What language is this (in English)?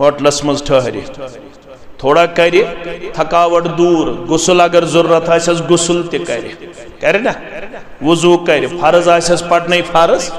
Kashmiri